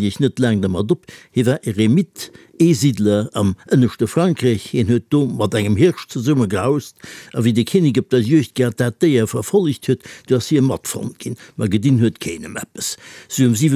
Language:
Luxembourgish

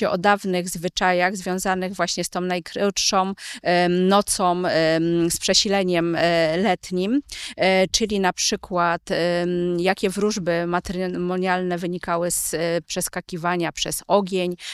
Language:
Polish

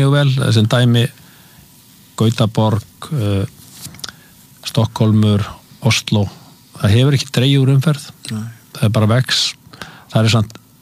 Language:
Icelandic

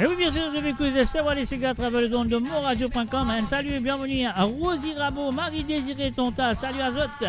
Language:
Morisyen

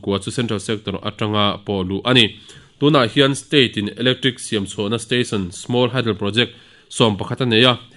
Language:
Mizo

